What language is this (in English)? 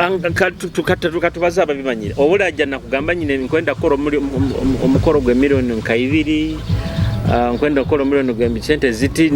Nyoro